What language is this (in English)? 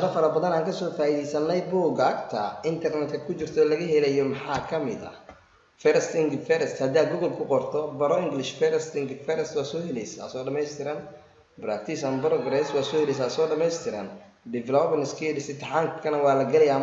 Somali